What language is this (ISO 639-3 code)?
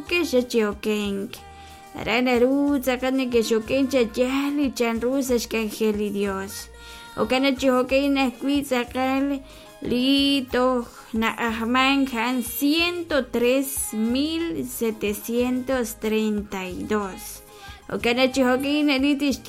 kek